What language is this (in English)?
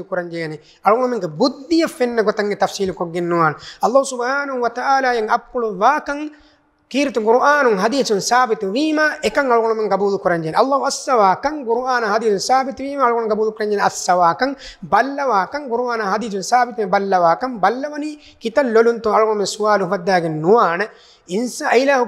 Divehi